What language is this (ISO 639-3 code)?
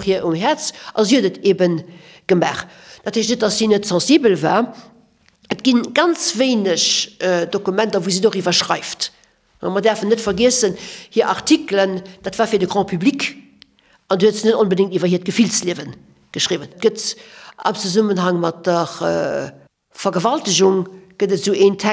ltz